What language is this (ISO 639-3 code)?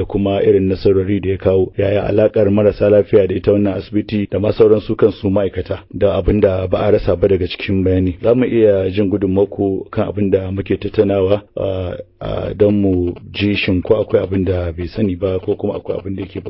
hau